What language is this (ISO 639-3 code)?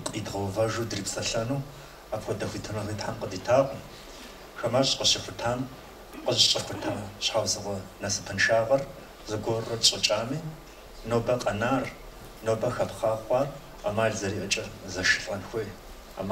kbd